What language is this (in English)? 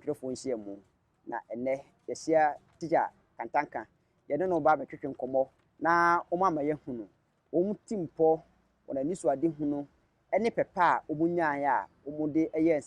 Akan